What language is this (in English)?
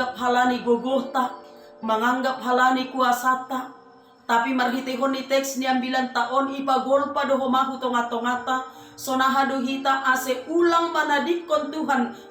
Batak Simalungun